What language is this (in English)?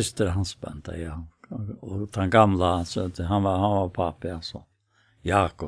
Faroese